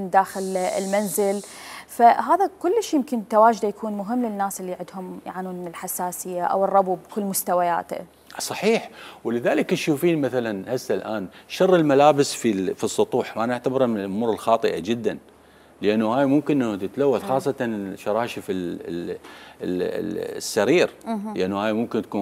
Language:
Mesopotamian Arabic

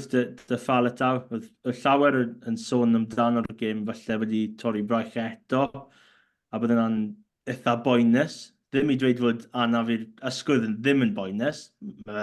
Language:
Welsh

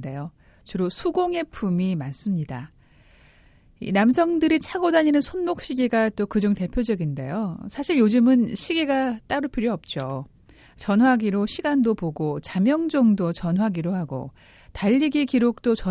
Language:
Korean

